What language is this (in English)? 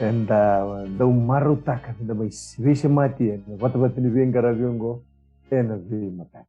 Fijian